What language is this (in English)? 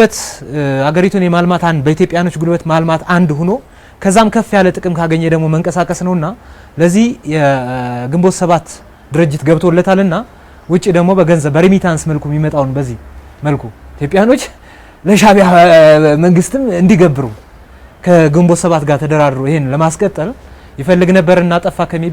Amharic